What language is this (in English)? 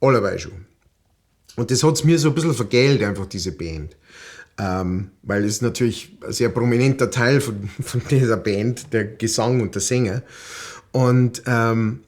Bavarian